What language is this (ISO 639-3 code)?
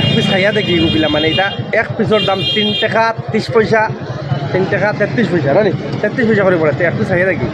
syl